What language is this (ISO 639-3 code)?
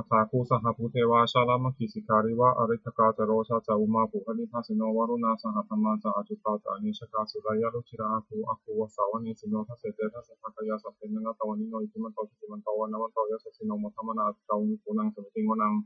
pli